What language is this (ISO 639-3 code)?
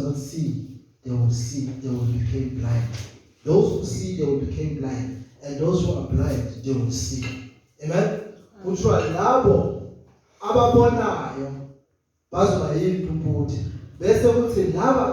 zul